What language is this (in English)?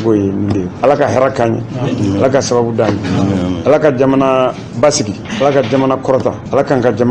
Bambara